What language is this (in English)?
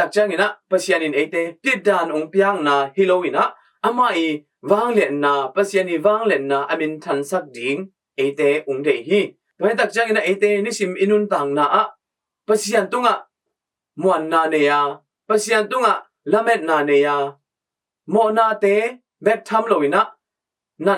Tedim Chin